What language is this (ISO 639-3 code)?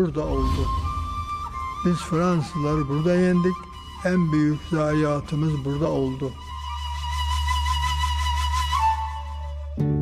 tur